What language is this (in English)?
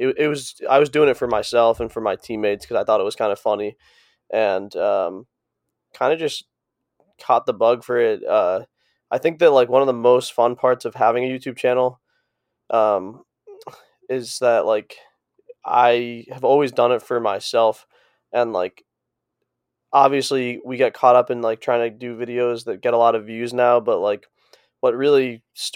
English